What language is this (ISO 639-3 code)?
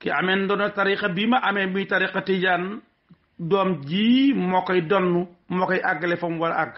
wol